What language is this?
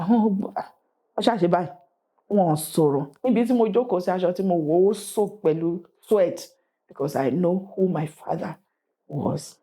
Yoruba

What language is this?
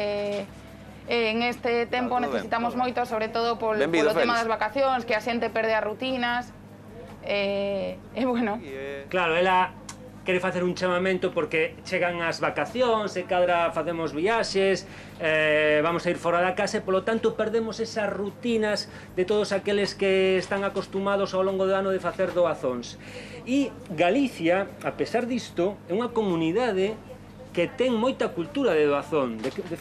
Galician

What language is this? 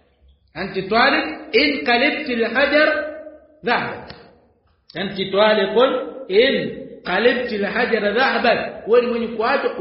Swahili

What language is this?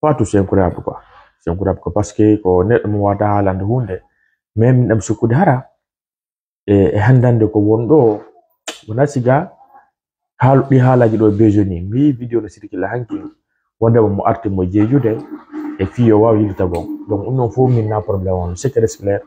Fula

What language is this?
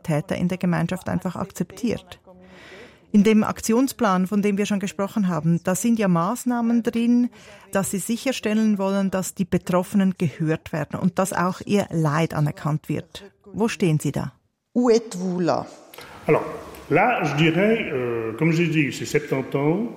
German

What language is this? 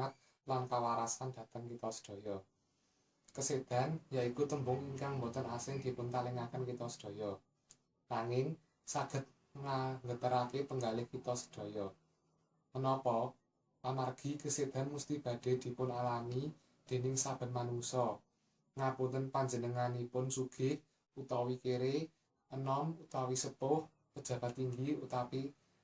Javanese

